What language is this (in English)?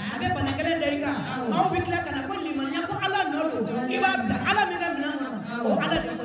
Bambara